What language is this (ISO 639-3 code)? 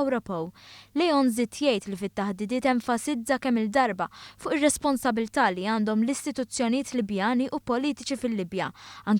mlt